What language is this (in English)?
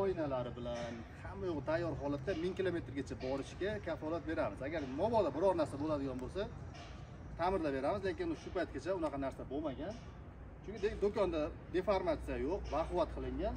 Uzbek